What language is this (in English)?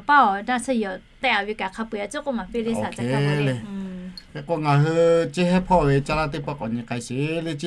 Lahu